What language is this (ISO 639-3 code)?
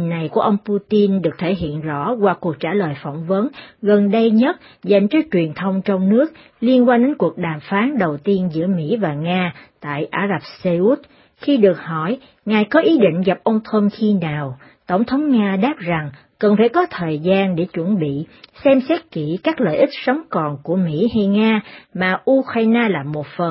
vie